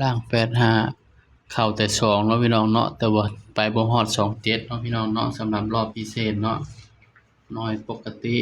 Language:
Northeastern Thai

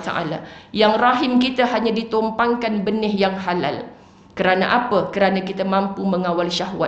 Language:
Malay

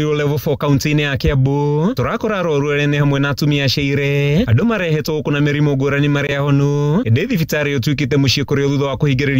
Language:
Kikuyu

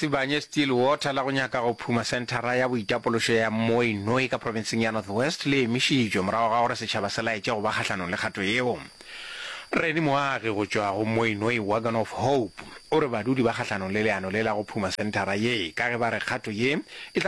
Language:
Northern Sotho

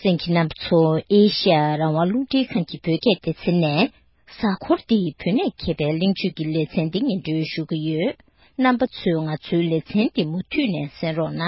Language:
Tibetan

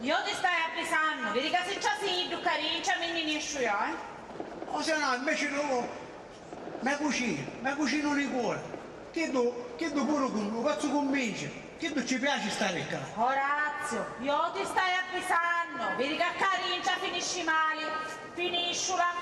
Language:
Sicilian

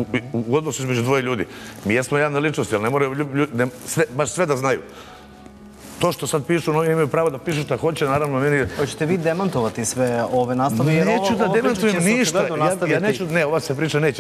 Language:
Serbian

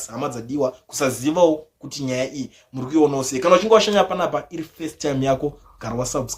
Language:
Shona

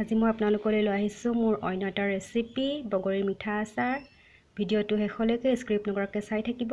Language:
Assamese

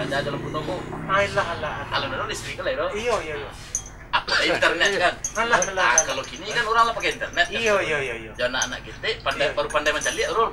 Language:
Minangkabau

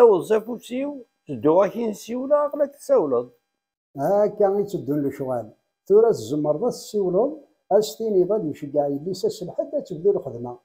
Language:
Kabyle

